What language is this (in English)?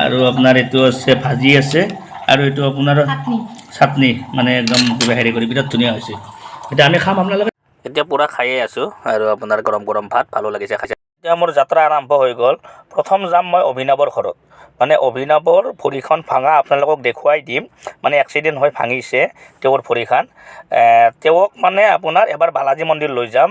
Assamese